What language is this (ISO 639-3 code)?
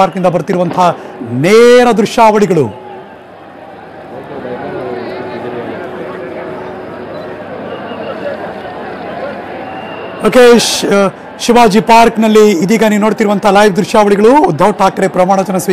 kan